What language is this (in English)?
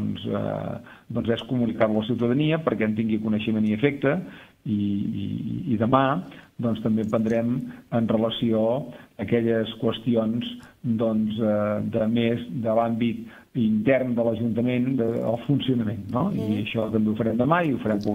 Catalan